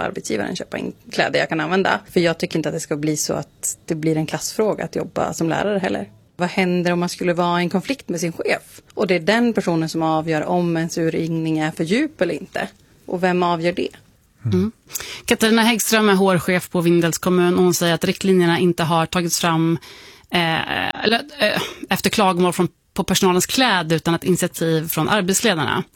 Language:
Swedish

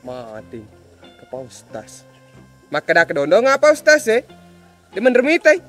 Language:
Buginese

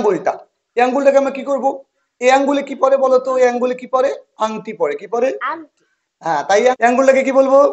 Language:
Bangla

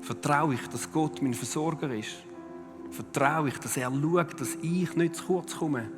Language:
Swiss German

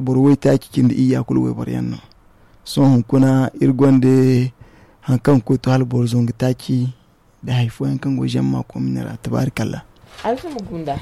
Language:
Zarma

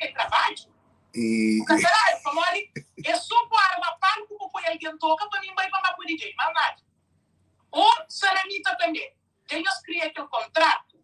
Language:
Kabuverdianu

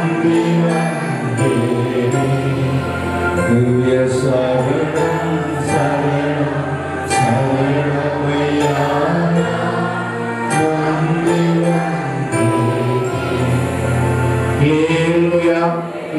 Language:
Tamil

